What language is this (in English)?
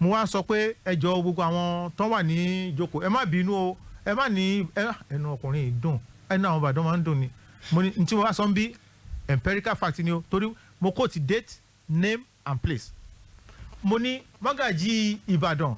Yoruba